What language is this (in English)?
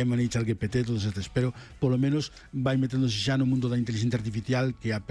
Galician